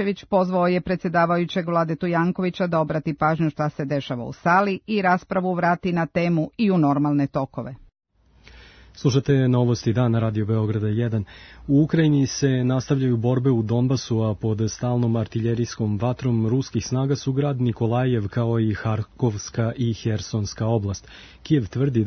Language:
Serbian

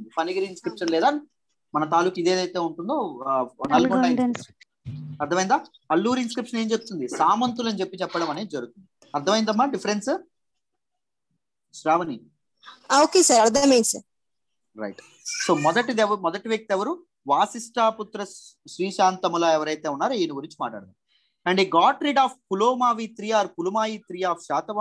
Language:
Telugu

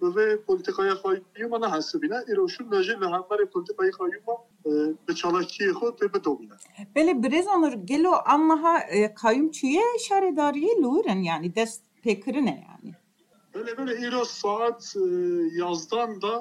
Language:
Kurdish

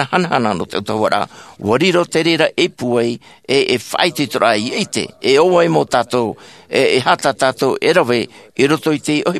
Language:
Tahitian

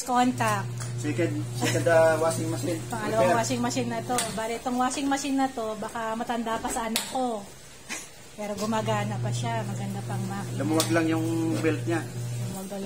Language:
Filipino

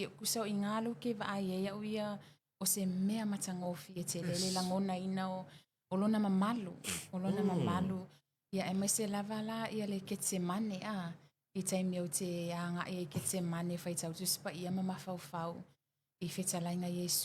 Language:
Samoan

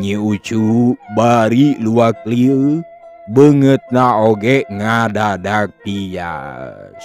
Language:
Sundanese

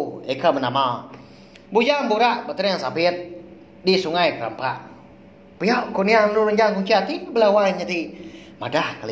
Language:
Iban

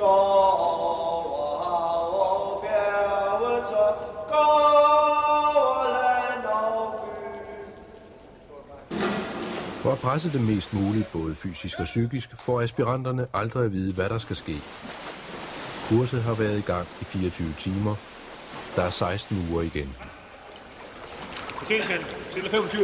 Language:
Danish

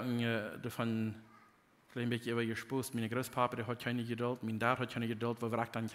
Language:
Plautdietsch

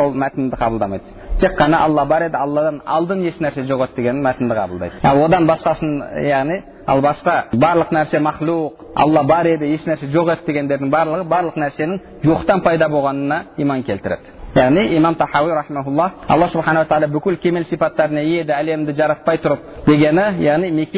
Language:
Kazakh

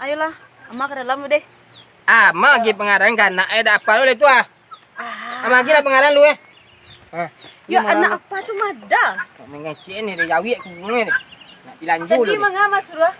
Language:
Minangkabau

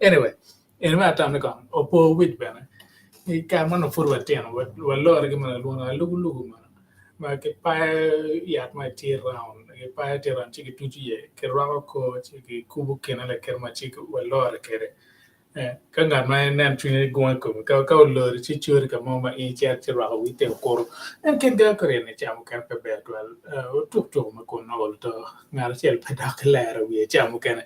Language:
Acoli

